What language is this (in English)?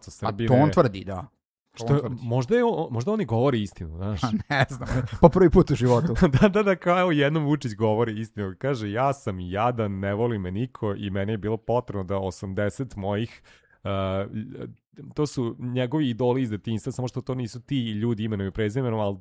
Serbian